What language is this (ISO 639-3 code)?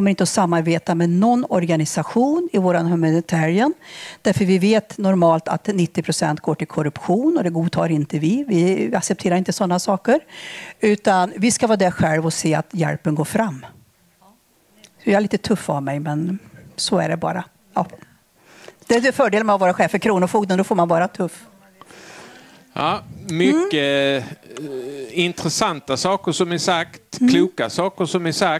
swe